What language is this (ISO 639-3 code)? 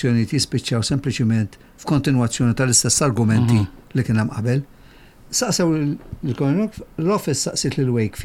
mlt